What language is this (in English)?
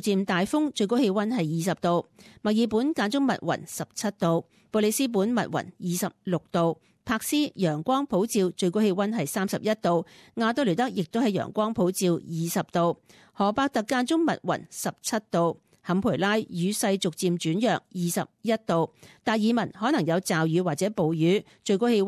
Cantonese